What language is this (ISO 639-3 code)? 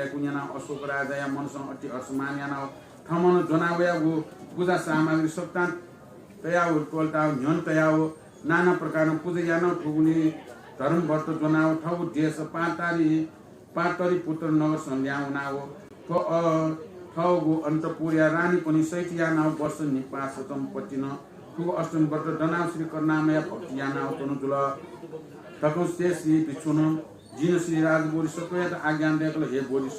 new